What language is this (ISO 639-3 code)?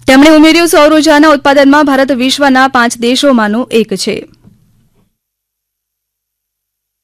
guj